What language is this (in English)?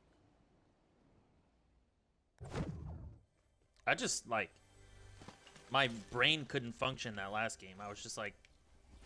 English